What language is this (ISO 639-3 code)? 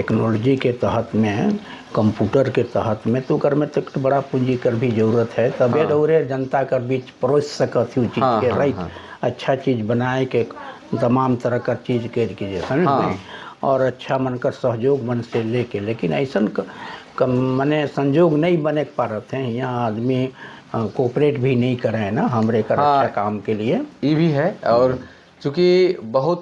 sck